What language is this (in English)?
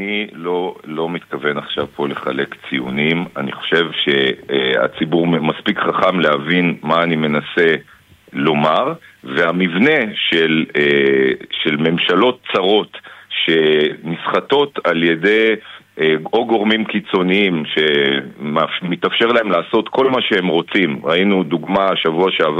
Hebrew